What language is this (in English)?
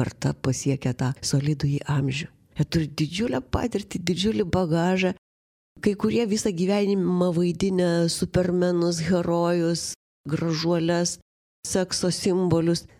Lithuanian